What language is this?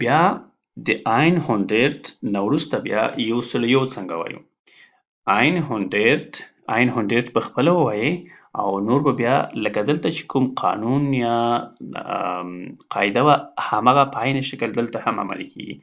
Pashto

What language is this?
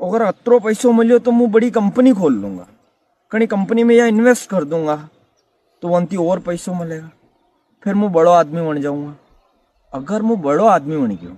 Rajasthani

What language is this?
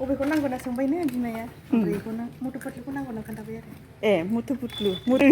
Bodo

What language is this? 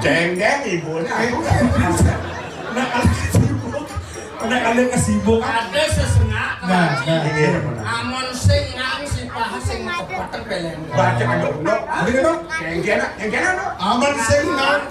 Balinese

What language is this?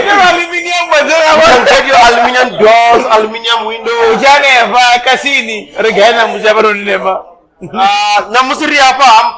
Venda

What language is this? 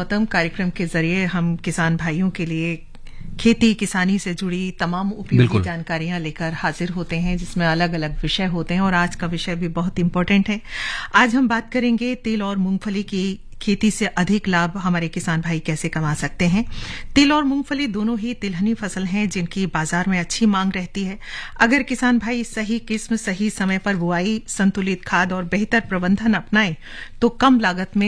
Hindi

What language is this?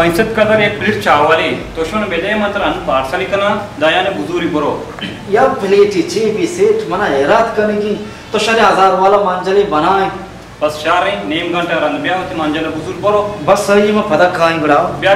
Baluchi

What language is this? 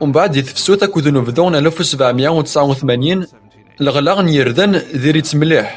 Kabyle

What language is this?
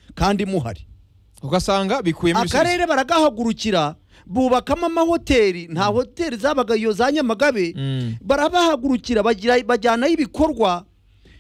Kinyarwanda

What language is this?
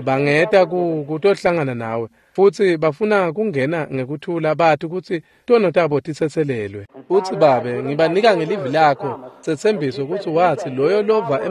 Swati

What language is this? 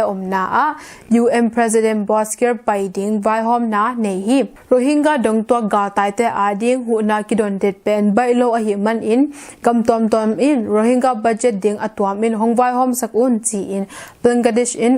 Tedim Chin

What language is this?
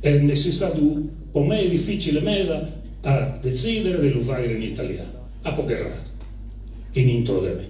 Sardinian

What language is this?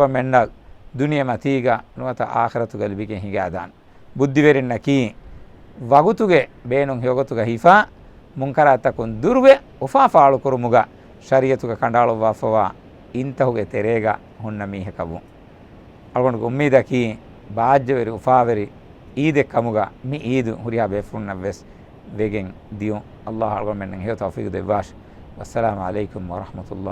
Divehi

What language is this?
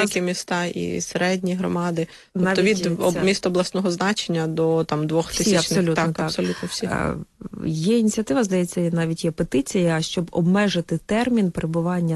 Ukrainian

